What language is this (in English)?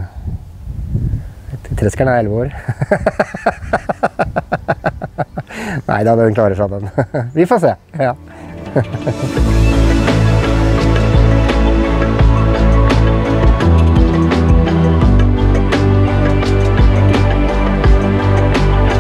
Norwegian